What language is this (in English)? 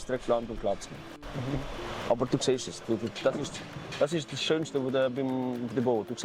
Swiss German